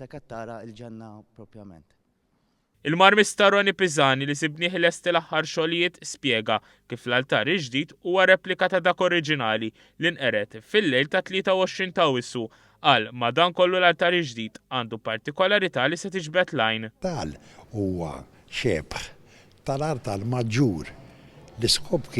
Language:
Maltese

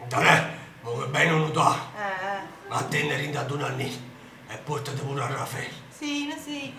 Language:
Neapolitan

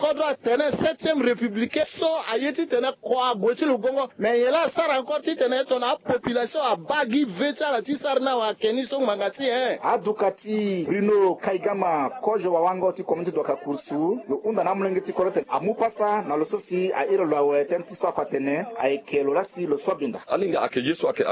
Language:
Sango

